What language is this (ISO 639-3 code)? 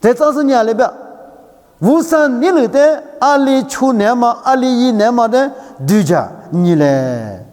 lis